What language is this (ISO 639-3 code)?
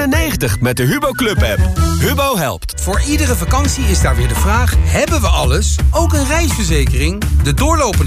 nld